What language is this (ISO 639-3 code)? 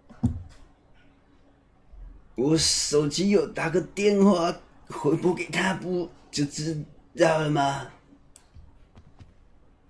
zho